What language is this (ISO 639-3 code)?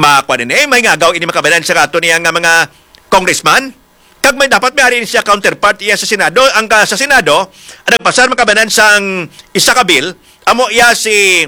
hil